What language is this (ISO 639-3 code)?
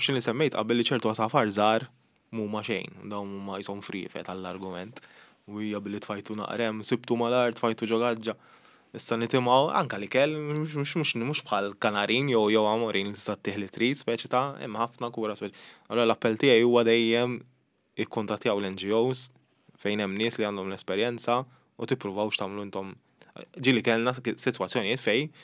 mlt